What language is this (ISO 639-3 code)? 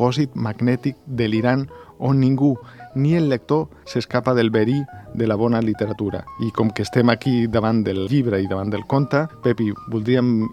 cat